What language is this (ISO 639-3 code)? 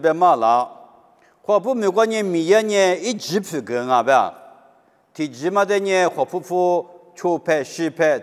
lis